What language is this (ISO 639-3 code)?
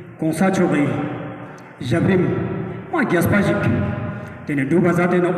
lbj